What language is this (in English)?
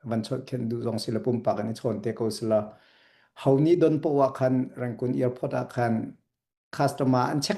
Hakha Chin